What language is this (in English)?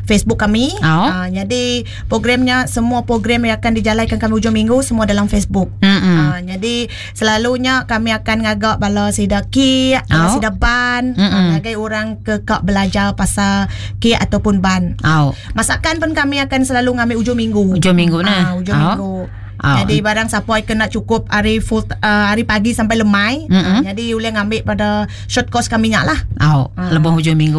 Iban